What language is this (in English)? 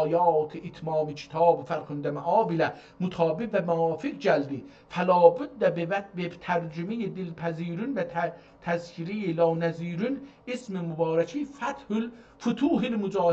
South Azerbaijani